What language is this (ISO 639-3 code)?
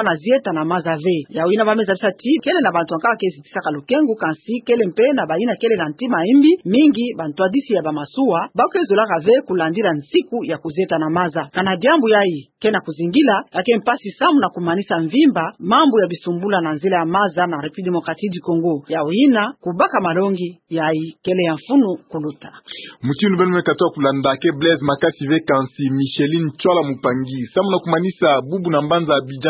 ktu